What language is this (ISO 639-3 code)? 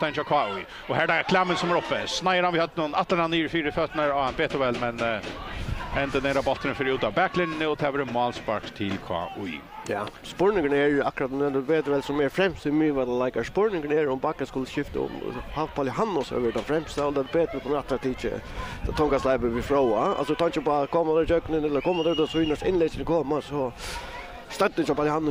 fao